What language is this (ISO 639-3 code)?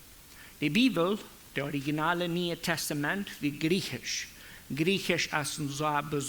pdt